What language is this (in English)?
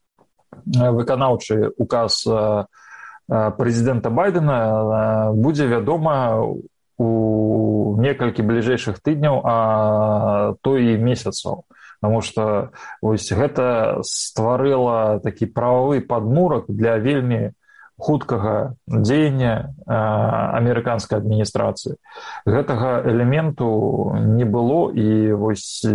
Belarusian